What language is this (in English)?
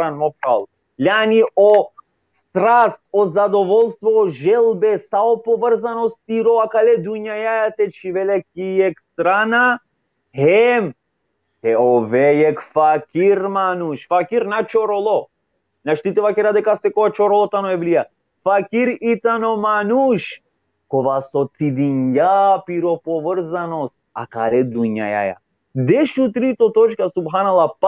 Balkan Romani